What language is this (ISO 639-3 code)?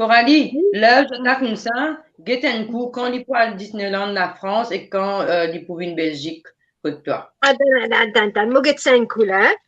mfe